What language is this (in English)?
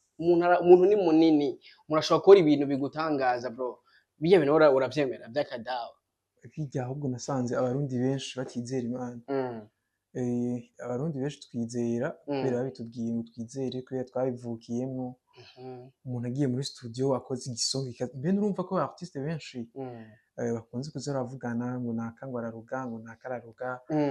Rundi